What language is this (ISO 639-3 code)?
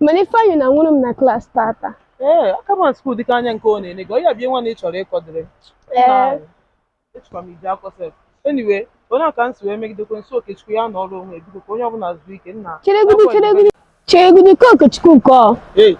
ibo